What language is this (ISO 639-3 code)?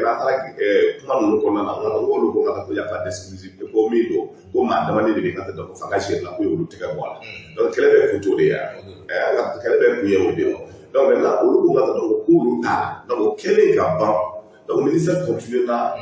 bam